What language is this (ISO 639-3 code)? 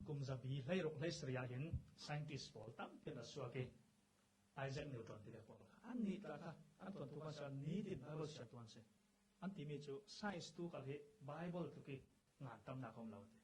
cfm